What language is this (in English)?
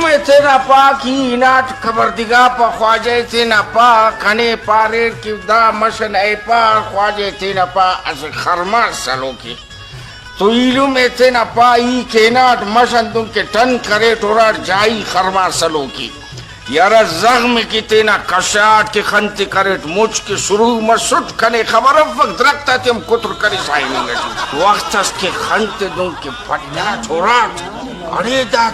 Brahui